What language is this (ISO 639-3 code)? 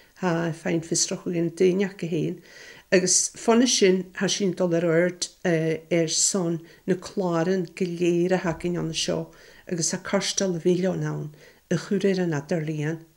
gla